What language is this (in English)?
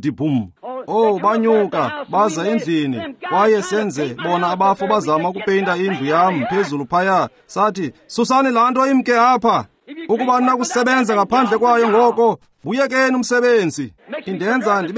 Xhosa